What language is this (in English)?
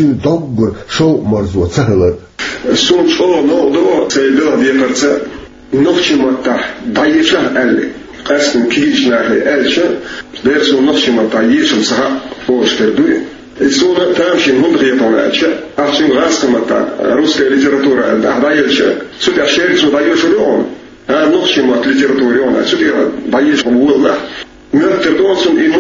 Chechen